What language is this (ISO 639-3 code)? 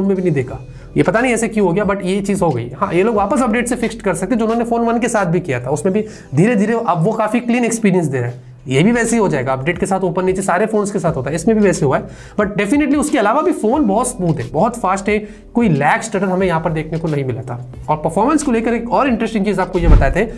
hin